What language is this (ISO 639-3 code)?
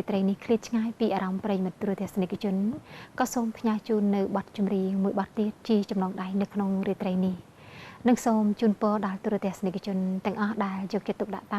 khm